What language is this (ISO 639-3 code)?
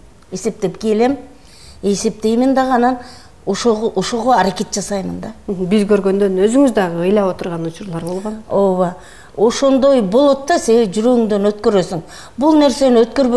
kir